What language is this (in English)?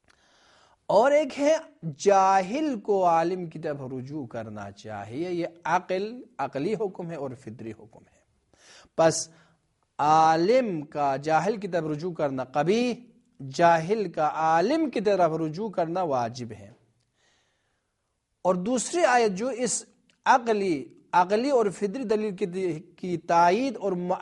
Urdu